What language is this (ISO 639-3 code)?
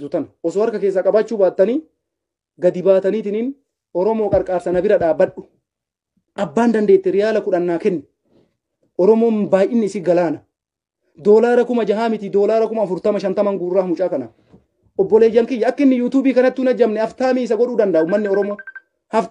orm